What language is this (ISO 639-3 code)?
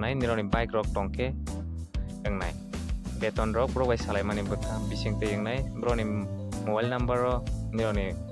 trp